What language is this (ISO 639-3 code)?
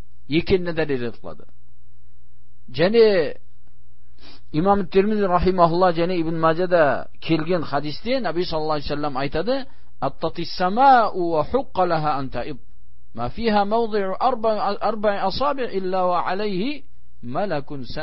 kaz